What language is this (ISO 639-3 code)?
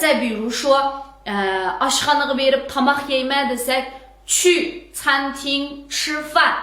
uig